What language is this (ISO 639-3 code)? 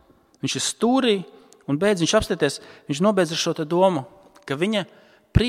lav